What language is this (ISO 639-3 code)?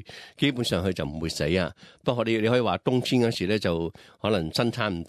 yue